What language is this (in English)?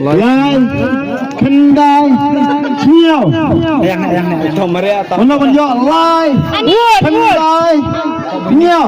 Khasi